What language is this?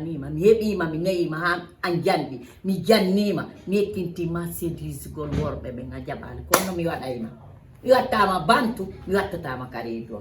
Fula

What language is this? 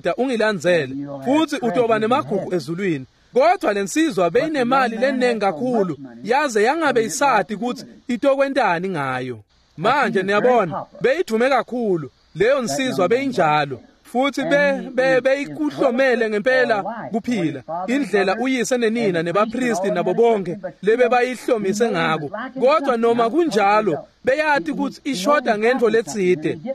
Swati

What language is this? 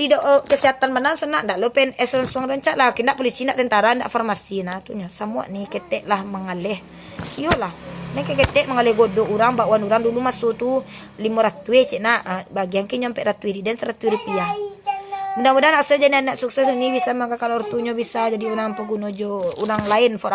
Minangkabau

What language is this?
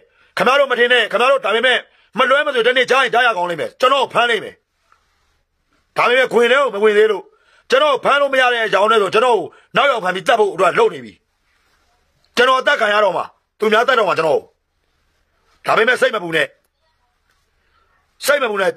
Burmese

